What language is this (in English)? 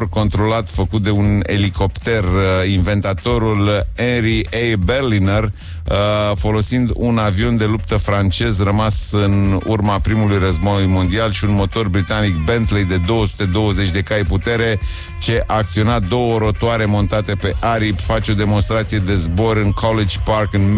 Romanian